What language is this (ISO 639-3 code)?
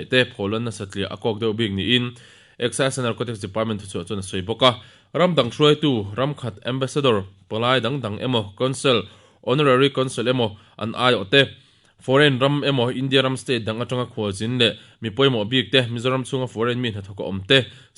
lus